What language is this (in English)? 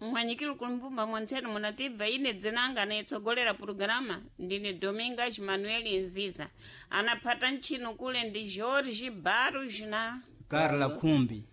Sena